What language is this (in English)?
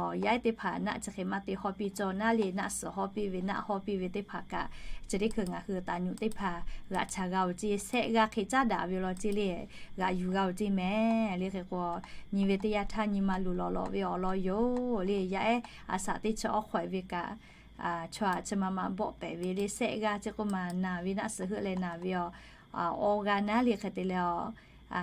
Lahu